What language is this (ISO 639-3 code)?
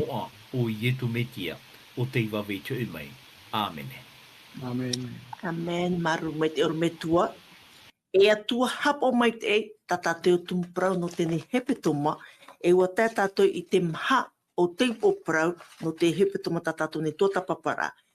tah